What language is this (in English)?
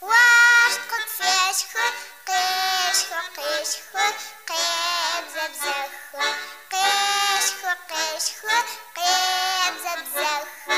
Adyghe